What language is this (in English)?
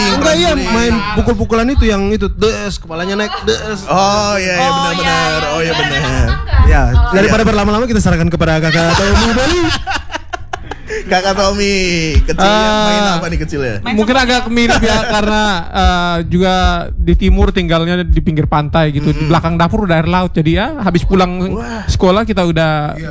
Indonesian